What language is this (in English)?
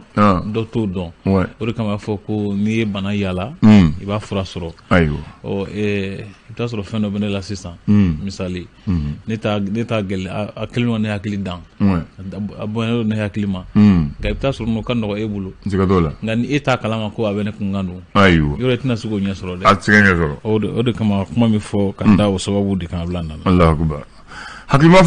Bambara